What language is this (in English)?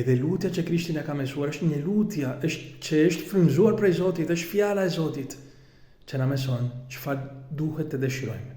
Albanian